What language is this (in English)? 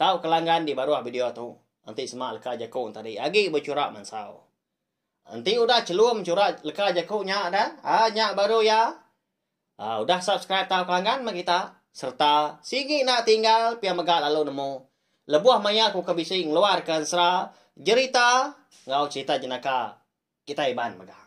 Iban